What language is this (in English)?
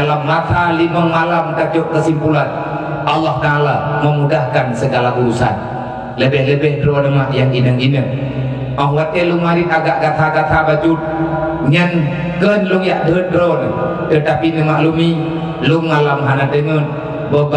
Achinese